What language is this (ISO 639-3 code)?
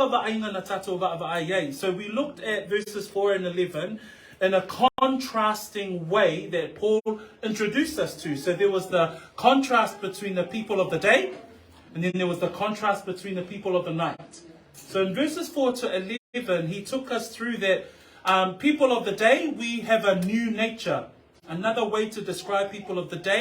smo